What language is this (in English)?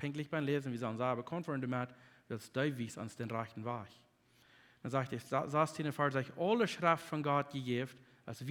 Plautdietsch